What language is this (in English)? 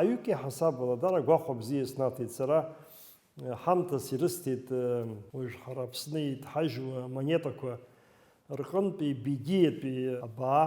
Abkhazian